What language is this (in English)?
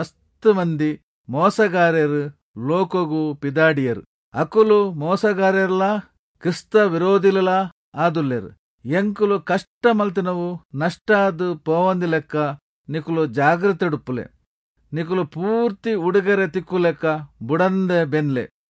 Tulu